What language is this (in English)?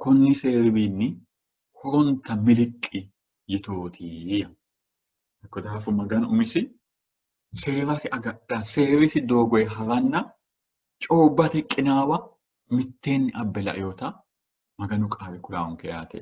Sidamo